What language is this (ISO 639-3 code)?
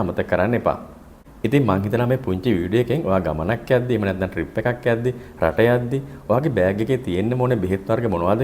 sin